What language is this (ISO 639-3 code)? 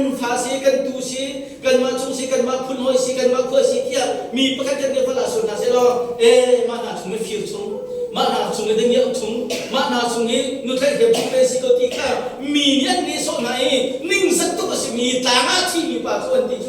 cnh